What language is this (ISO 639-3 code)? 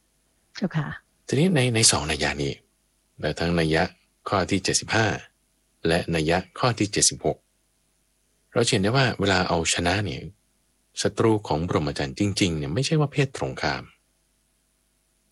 tha